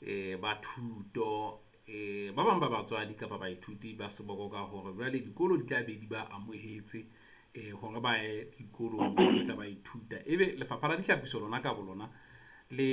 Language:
Southern Sotho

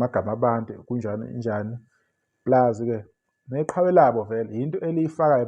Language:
Zulu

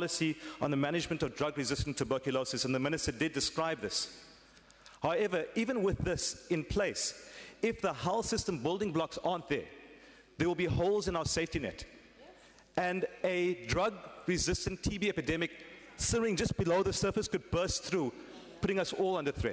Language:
English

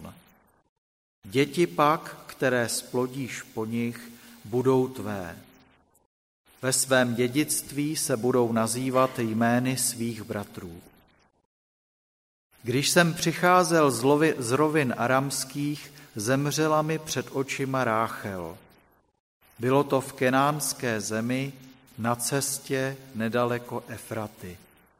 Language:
Czech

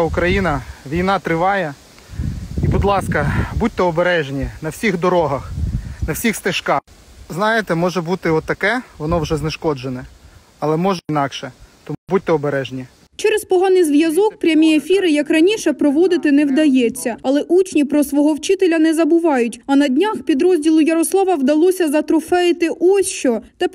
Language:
Ukrainian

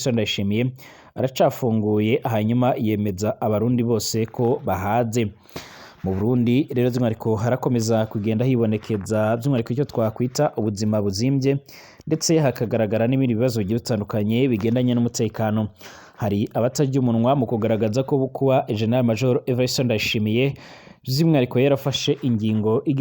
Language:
Rundi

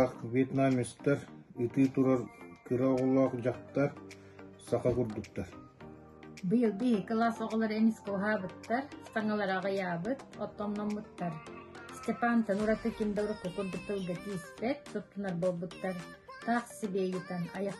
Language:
Yakut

